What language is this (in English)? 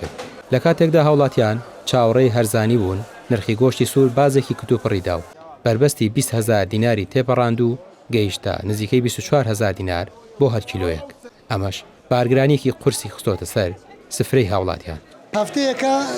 Central Kurdish